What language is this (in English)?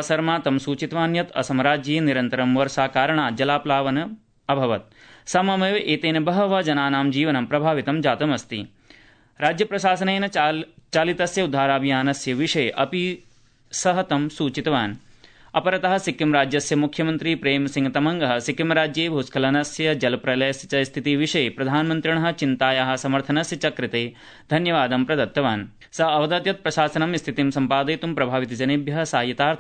Sanskrit